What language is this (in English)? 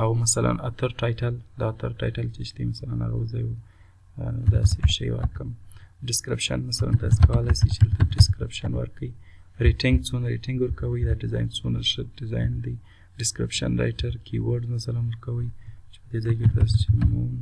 Pashto